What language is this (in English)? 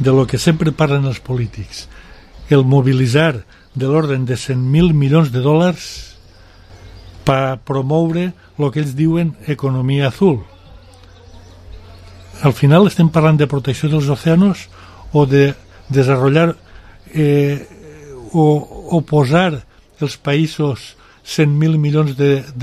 Catalan